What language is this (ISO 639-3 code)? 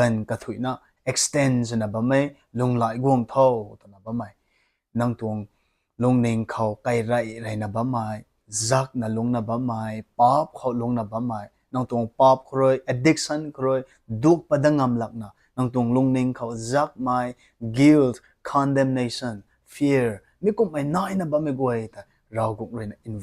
nbu